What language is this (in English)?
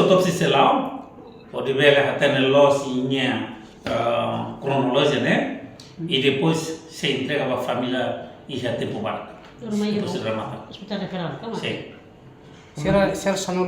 Tetum